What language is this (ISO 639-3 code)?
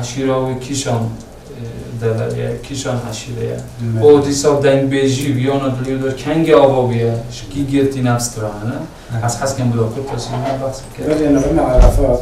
kur